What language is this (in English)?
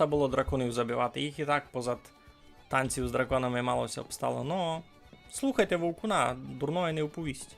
Rusyn